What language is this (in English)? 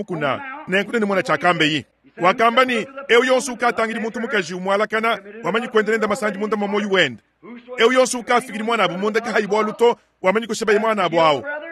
Luba-Lulua